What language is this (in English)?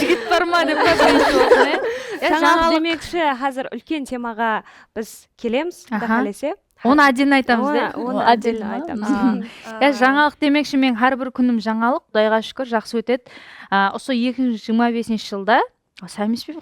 Kara-Kalpak